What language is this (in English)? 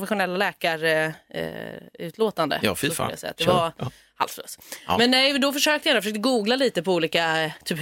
Swedish